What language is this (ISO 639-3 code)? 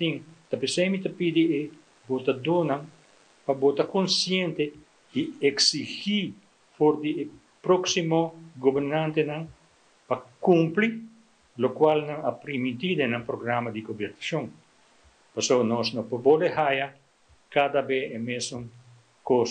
pap